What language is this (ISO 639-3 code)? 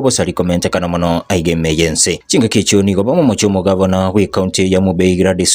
guz